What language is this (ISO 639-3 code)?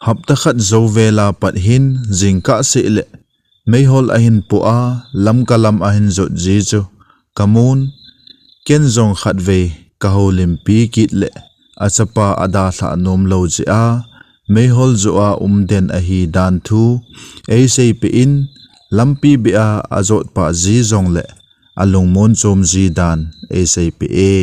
tcz